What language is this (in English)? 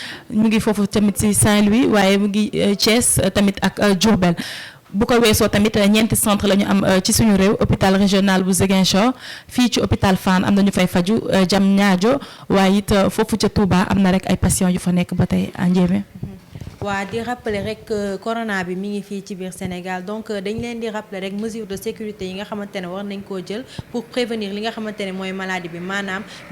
Wolof